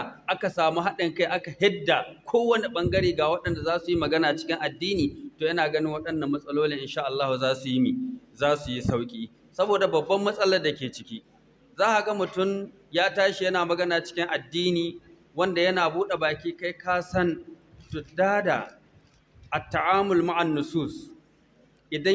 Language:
Hausa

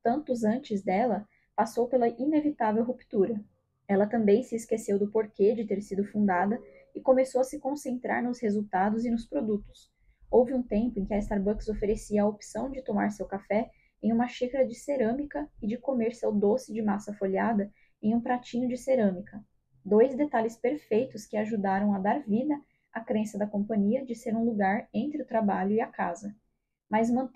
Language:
Portuguese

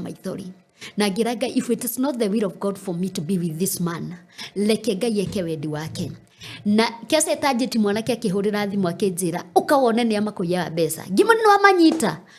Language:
Kikuyu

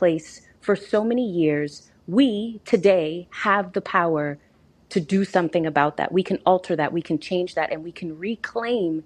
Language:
English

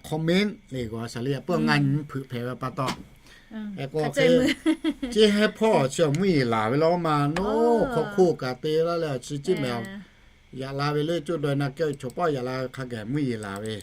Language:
Lahu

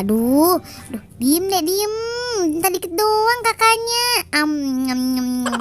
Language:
Betawi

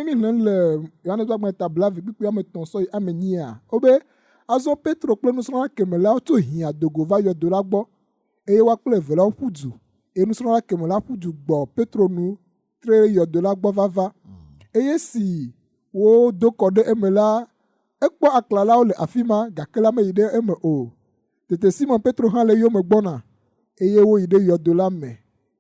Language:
Ewe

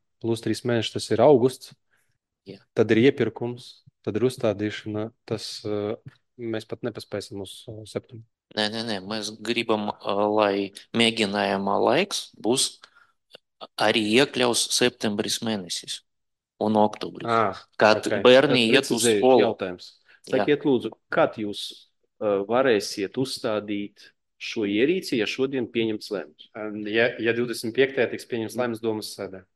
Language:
Latvian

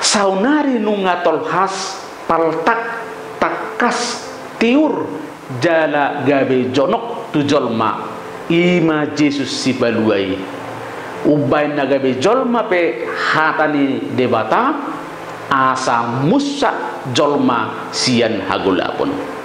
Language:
Batak Toba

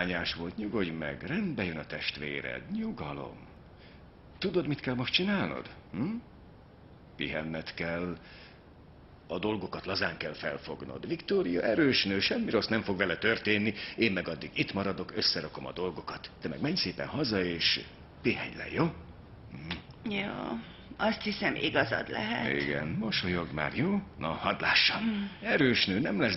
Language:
Hungarian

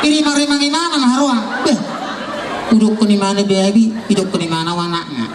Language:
Batak Toba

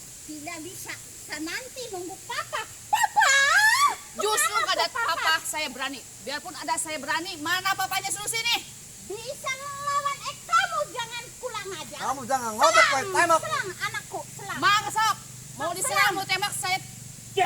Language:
Sundanese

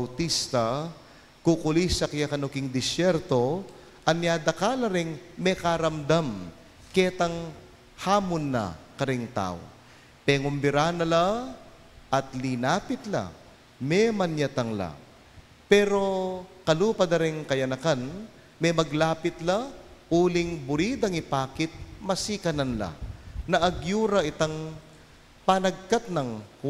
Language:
Pampanga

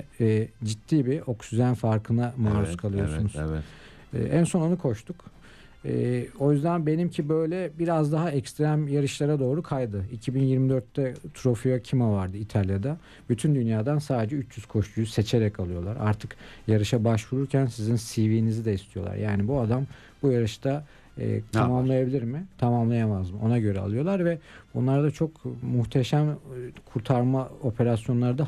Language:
Turkish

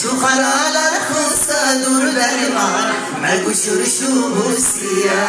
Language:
Lak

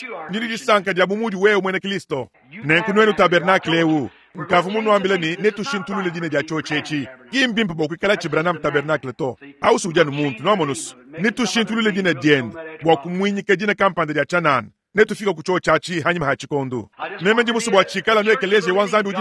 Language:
Luba-Lulua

